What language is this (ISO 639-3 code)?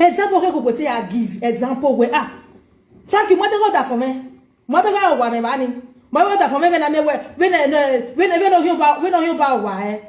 pcm